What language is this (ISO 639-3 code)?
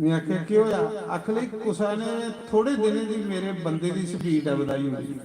doi